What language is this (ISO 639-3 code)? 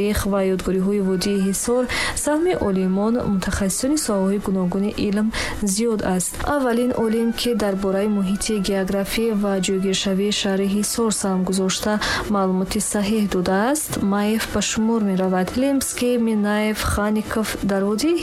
tgk